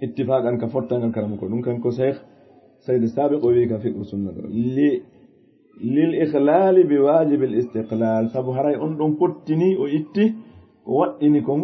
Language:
Fula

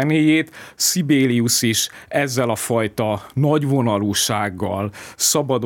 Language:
Hungarian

